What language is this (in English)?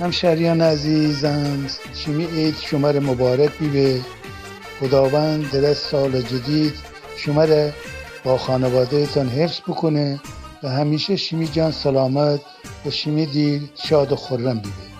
Gilaki